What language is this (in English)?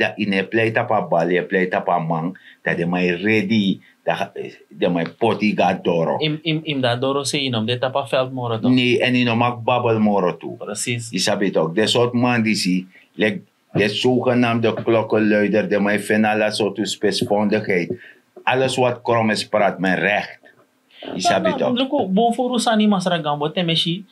Sranan Tongo